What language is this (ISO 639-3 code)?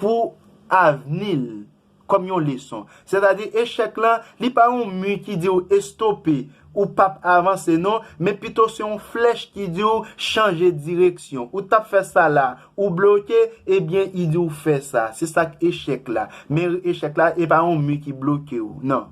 hat